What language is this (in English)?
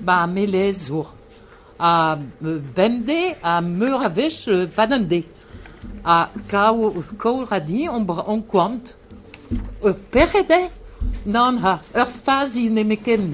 Breton